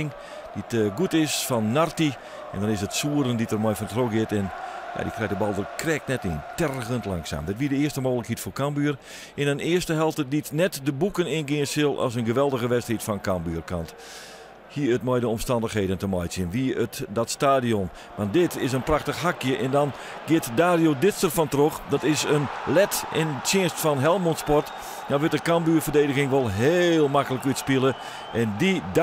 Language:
Western Frisian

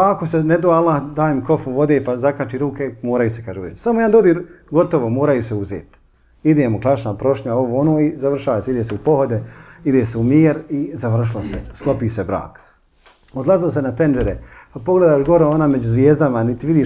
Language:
Bosnian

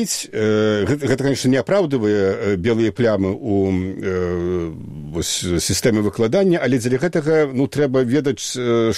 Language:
Belarusian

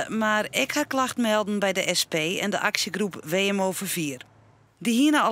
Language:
Western Frisian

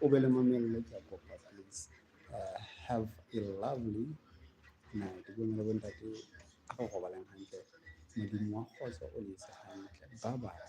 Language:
Southern Sotho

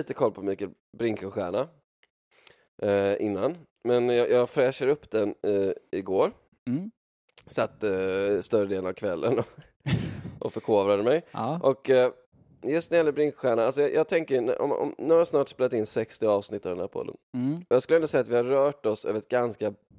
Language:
Swedish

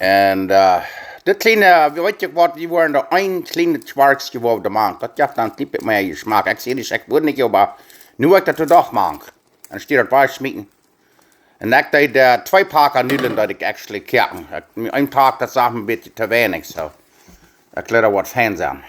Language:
Plautdietsch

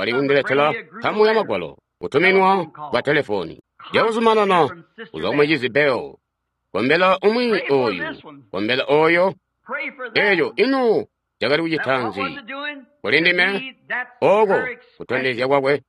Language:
Tonga (Zambia)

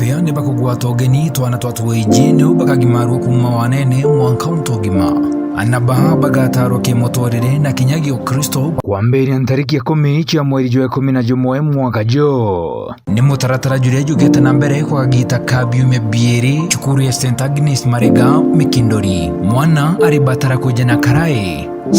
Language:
Meru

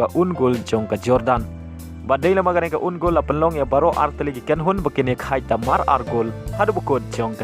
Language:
Khasi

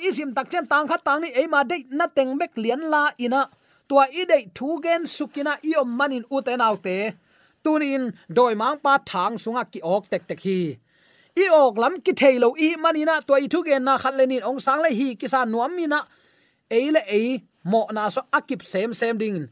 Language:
Tedim Chin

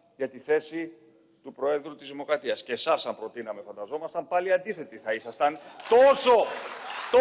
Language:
Greek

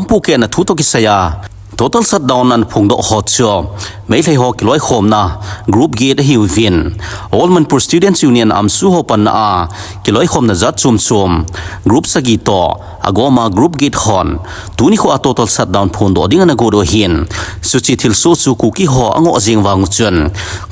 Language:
Thado Chin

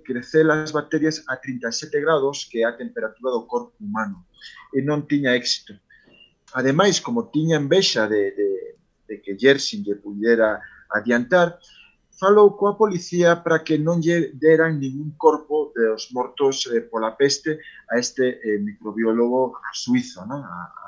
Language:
Galician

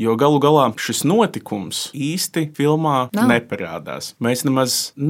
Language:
Latvian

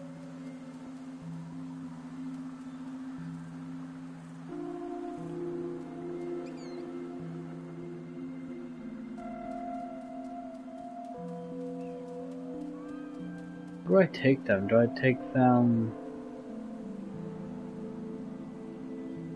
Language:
English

